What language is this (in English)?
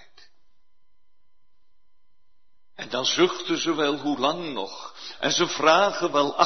Dutch